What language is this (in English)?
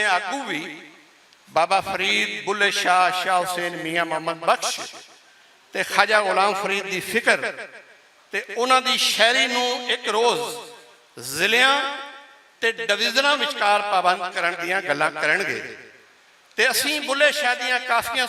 Western Panjabi